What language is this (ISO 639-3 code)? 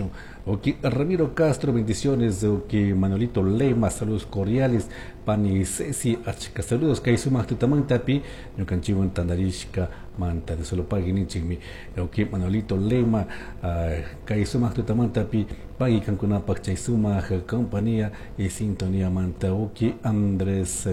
qug